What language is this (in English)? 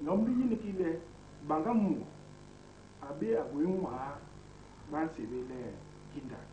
Basaa